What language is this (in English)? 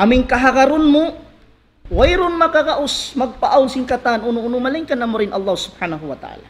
Tausug